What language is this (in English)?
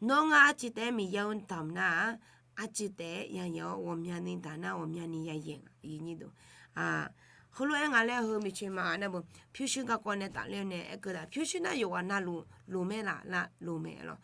Akha